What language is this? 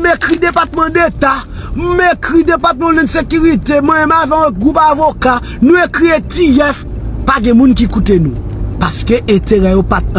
Haitian Creole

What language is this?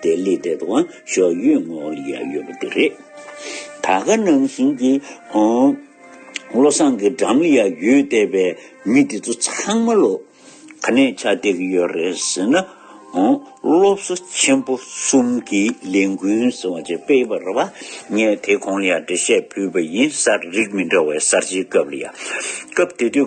Tibetan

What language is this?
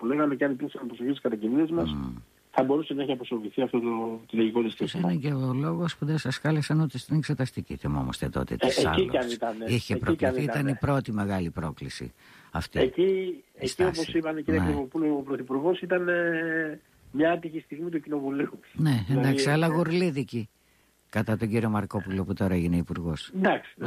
Greek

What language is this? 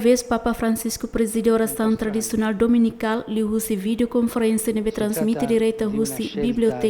Tetum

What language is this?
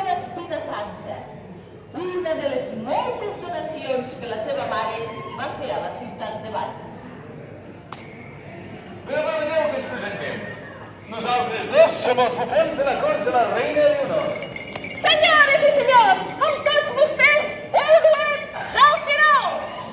Catalan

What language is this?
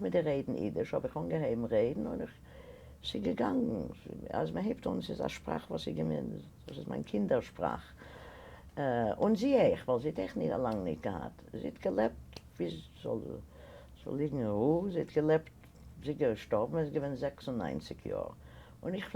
Yiddish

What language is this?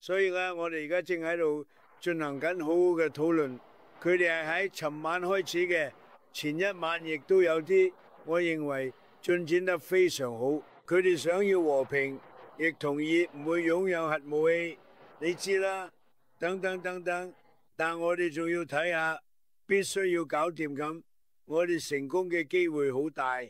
Cantonese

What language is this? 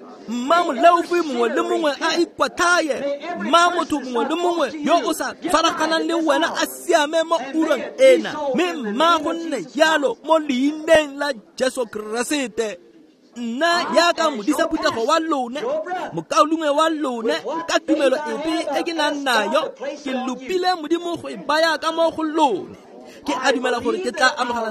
Tswana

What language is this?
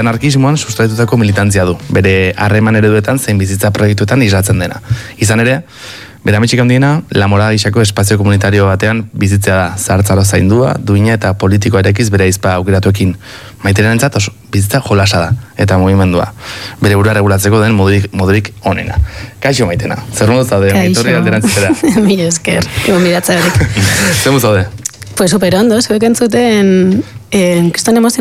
Basque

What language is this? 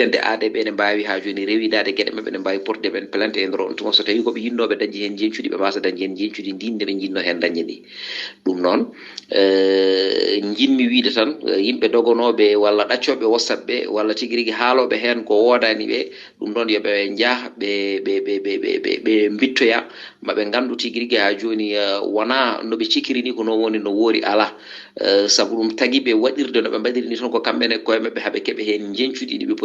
Fula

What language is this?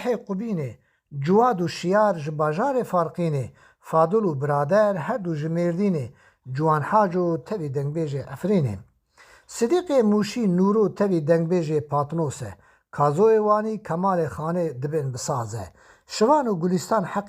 Kurdish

